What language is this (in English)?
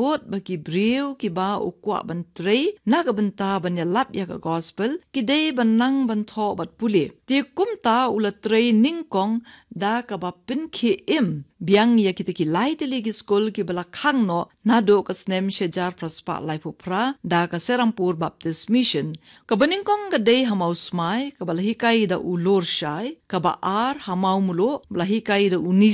Khasi